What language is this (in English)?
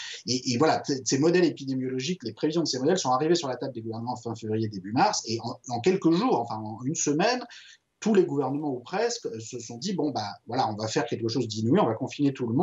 French